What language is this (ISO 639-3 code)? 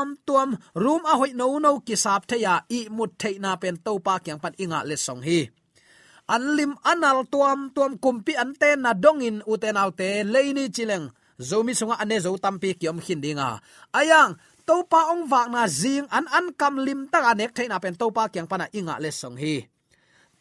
ctd